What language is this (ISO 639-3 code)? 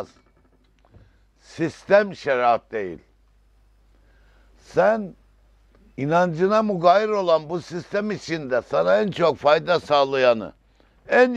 tur